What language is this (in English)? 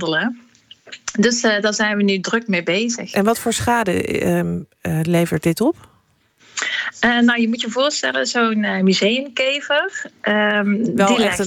Dutch